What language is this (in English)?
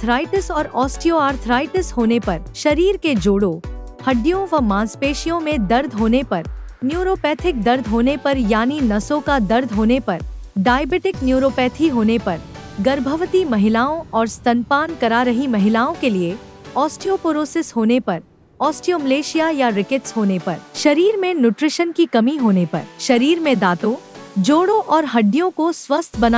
Hindi